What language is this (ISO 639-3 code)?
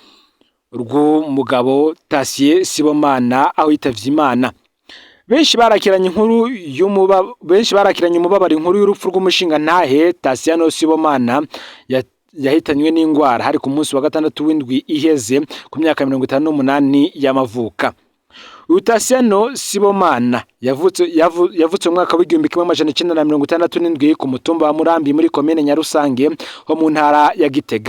run